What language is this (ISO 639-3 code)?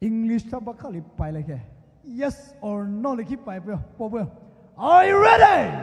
pmx